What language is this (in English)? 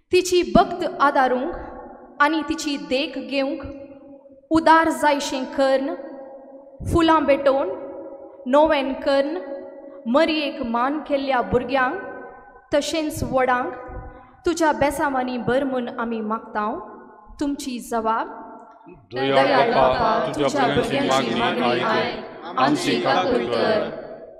Konkani